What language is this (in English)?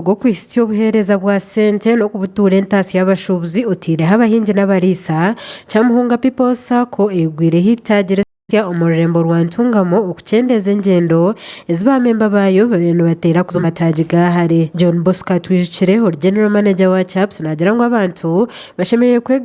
Nyankole